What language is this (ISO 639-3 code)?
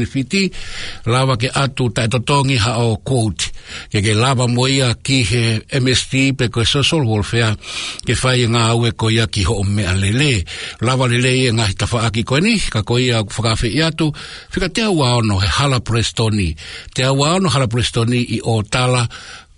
ton